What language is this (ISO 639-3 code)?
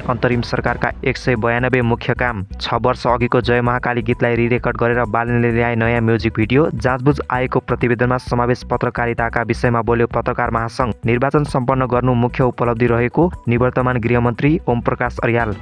nep